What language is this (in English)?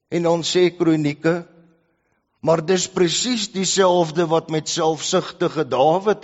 Afrikaans